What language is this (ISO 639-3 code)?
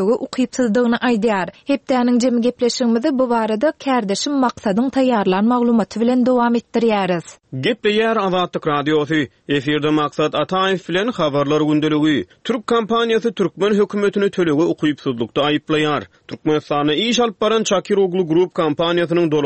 tuk